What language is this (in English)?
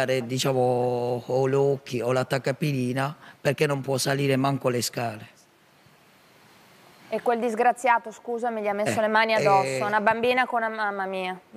Italian